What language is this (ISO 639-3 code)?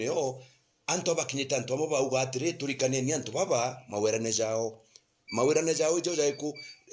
mer